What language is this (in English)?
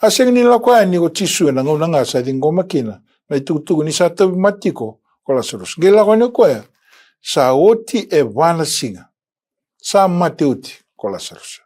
Fijian